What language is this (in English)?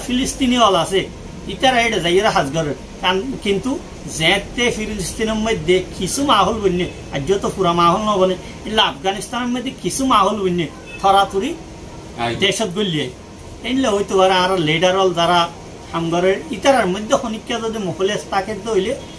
Rohingya